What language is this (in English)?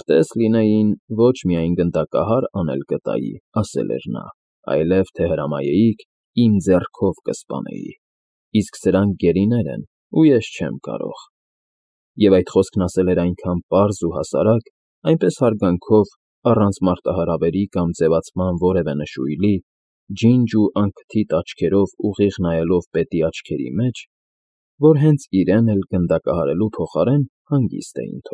Armenian